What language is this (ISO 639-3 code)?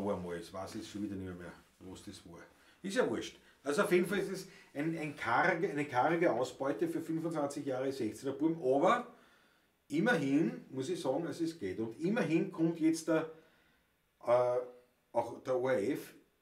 bar